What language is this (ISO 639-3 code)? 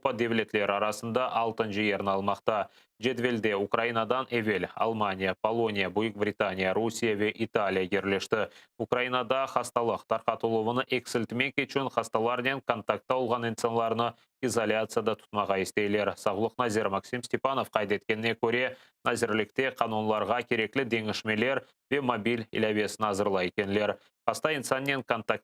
crh